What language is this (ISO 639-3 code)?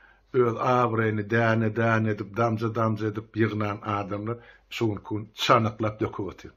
tuk